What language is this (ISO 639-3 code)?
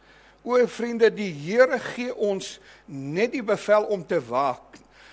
afr